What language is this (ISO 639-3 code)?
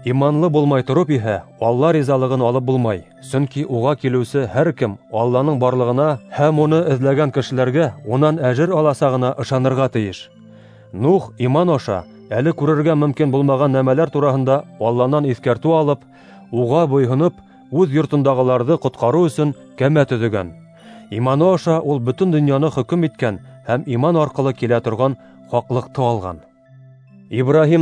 bak